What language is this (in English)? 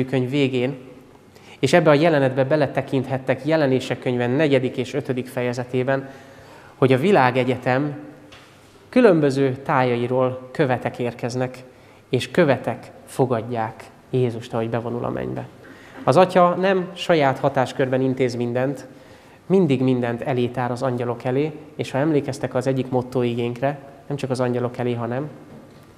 Hungarian